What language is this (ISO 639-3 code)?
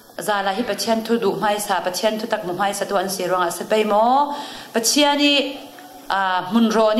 cfm